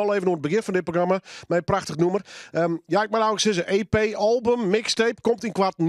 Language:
Western Frisian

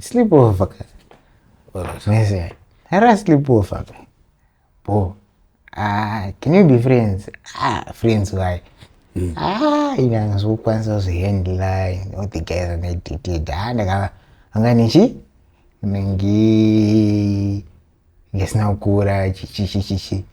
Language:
Shona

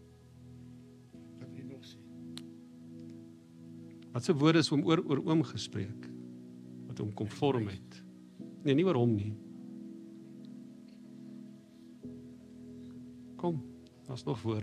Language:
Afrikaans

